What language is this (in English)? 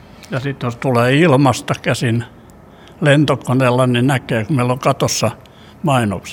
Finnish